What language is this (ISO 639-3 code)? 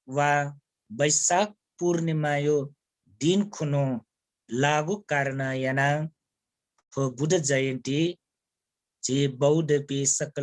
new